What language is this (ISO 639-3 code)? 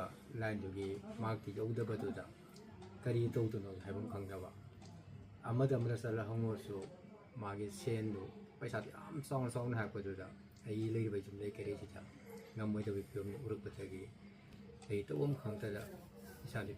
mni